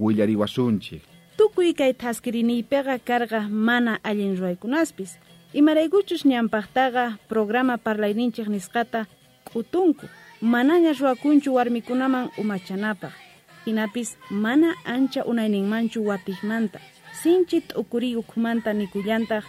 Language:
South Bolivian Quechua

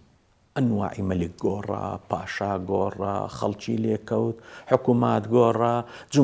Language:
Central Kurdish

